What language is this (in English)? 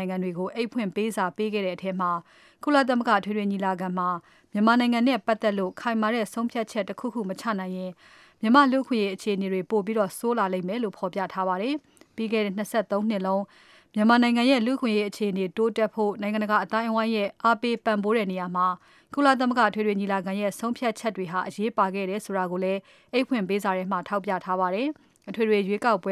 Burmese